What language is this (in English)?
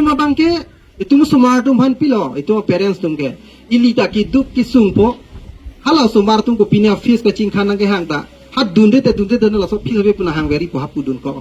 Karbi